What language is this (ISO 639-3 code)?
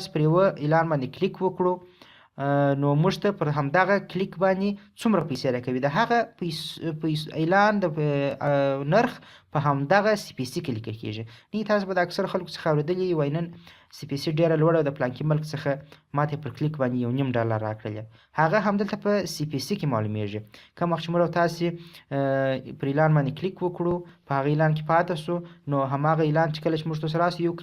pus